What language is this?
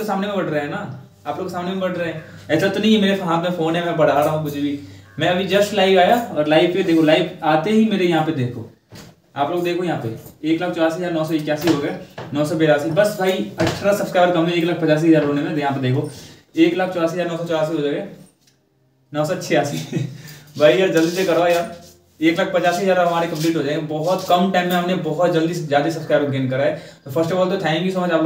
Hindi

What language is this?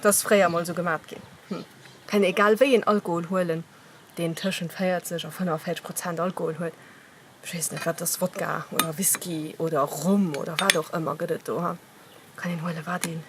Luxembourgish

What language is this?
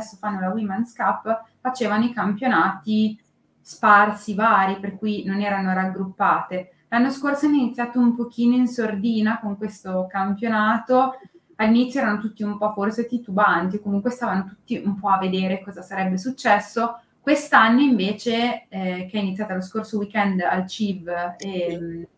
Italian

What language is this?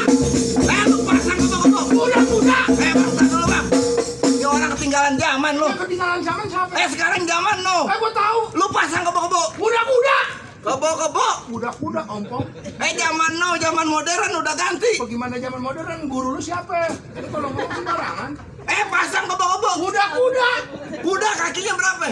Betawi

